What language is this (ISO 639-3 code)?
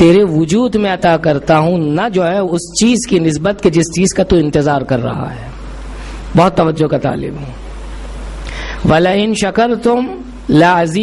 urd